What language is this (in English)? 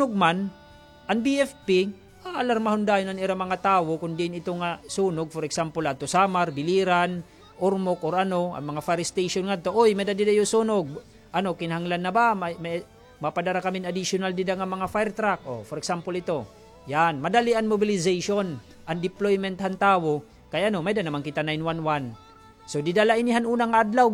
Waray